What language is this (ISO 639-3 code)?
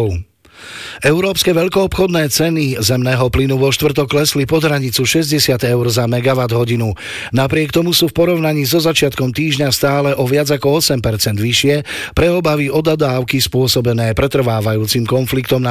slk